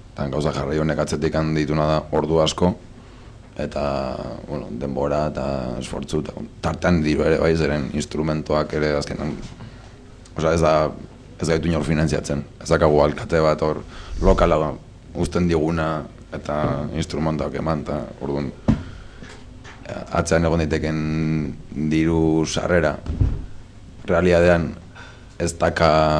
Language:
Basque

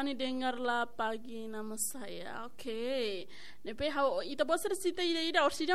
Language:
Tetum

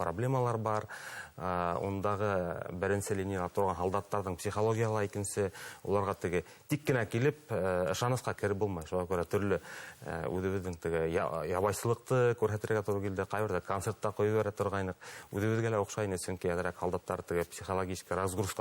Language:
Bashkir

